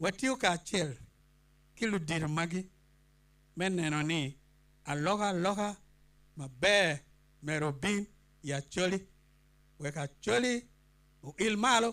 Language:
Acoli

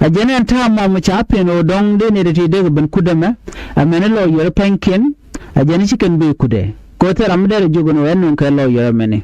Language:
Nuer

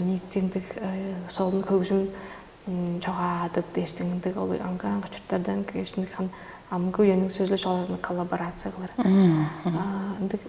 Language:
Tuvinian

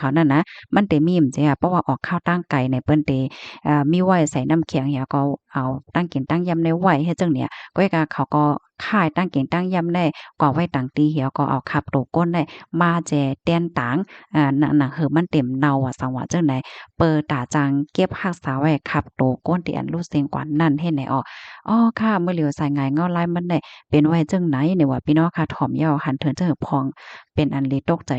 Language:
Shan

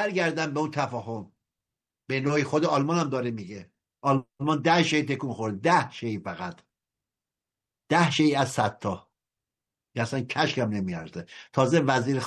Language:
Persian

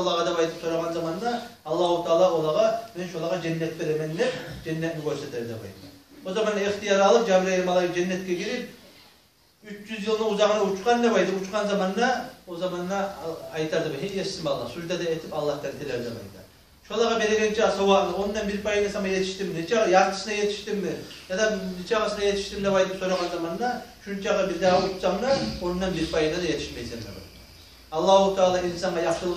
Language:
Kumyk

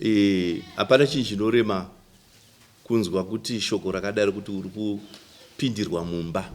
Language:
Shona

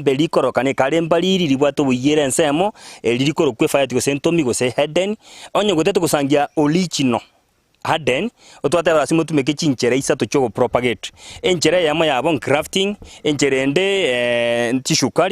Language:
Gusii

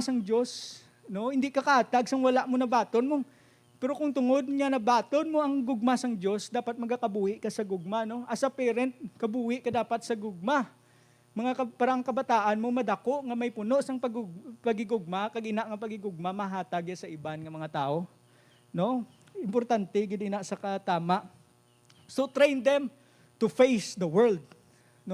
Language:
Hiligaynon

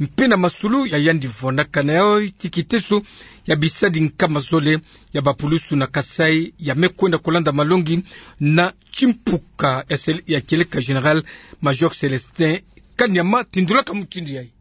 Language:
Kituba (Democratic Republic of Congo)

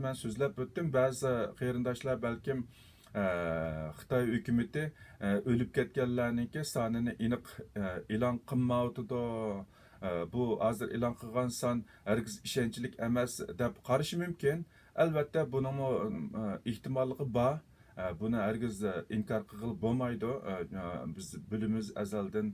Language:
Uyghur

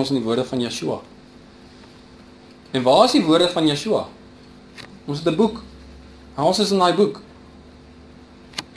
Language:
Afrikaans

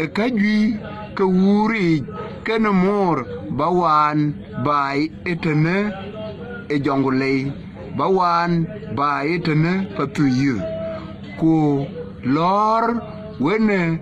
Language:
Dinka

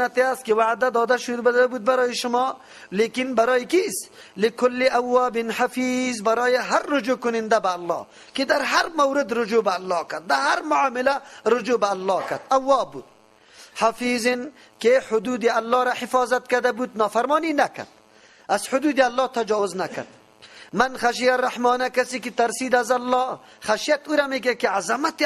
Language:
Persian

